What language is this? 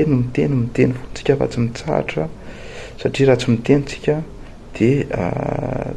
Malagasy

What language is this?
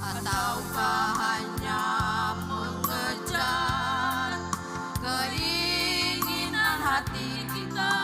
Ambonese Malay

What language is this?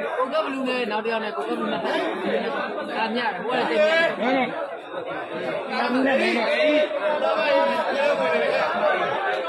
Burmese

